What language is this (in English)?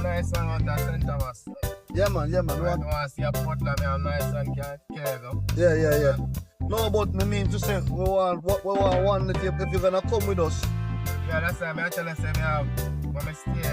Jamaican Creole English